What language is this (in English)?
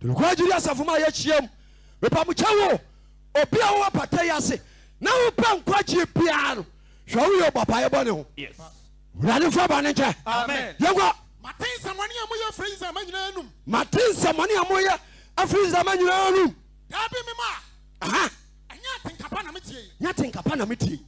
Akan